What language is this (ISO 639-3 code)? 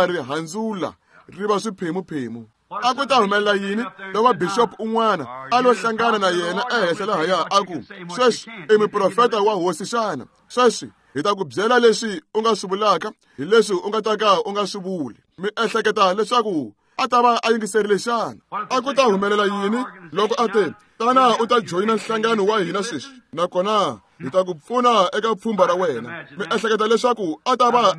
tso